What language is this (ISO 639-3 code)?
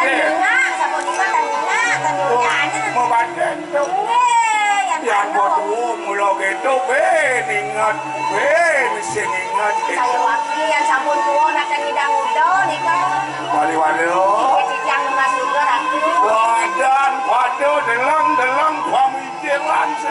ban